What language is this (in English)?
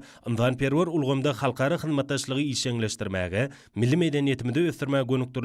Turkmen